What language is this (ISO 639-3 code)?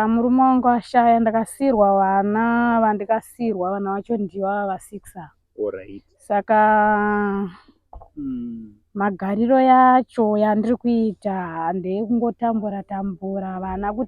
sna